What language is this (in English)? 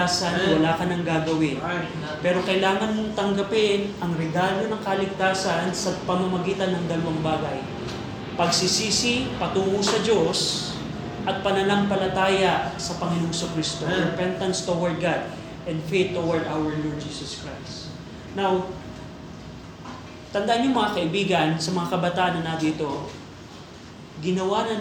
Filipino